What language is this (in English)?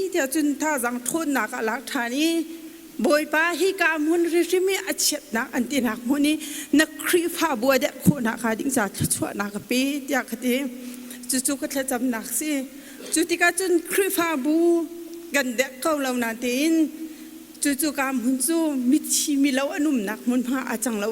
Hakha Chin